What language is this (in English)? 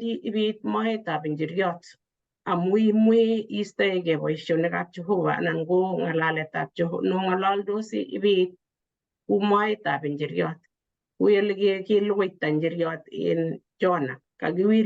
Kalenjin